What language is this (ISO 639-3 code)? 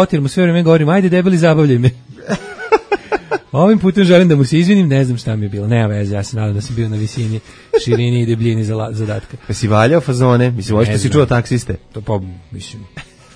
srp